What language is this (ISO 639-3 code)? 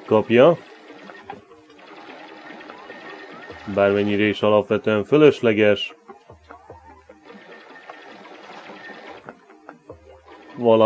hun